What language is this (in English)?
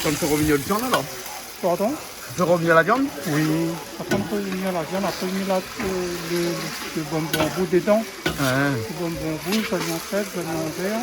Réunion Creole French